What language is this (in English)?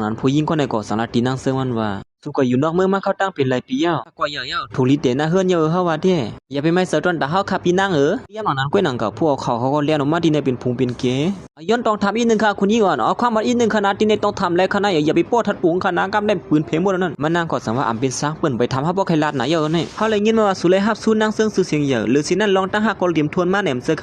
Shan